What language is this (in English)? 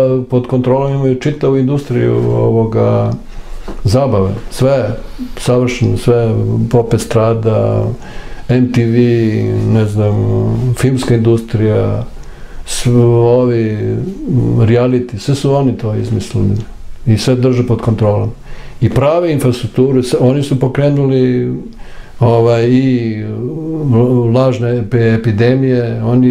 Serbian